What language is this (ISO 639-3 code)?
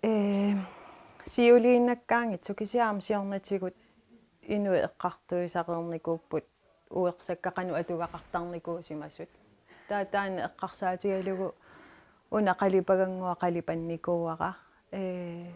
kal